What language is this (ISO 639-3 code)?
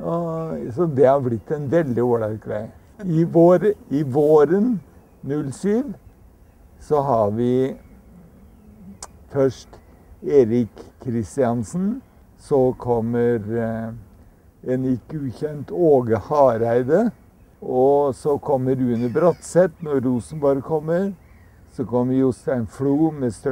nor